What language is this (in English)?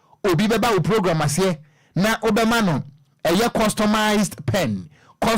Akan